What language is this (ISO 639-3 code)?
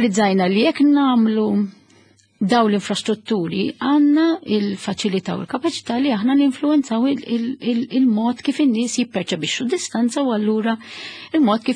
mlt